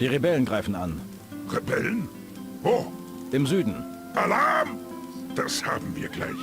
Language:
Bavarian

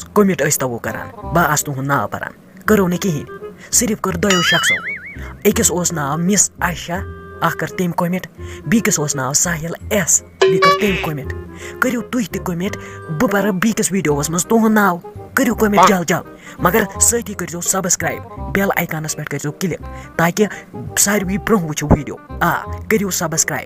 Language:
Kashmiri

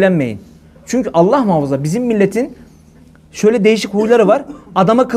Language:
Turkish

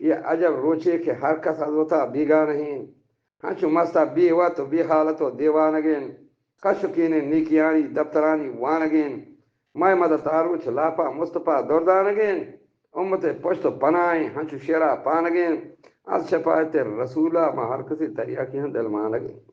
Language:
Eastern Balochi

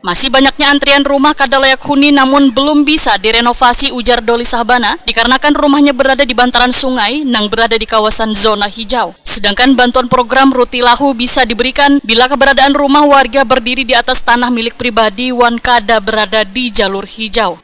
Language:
Banjar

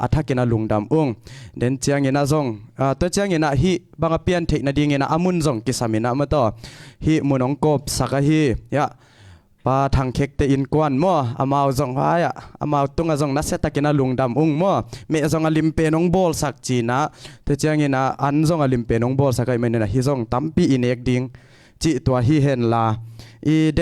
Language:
Tedim Chin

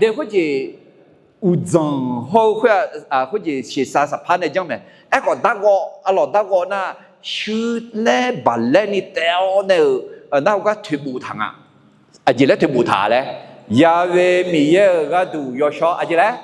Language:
Akha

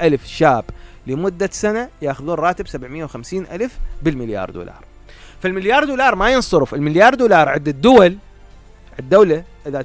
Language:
Mesopotamian Arabic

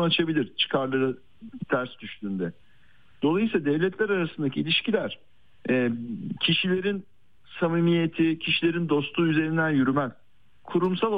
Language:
Turkish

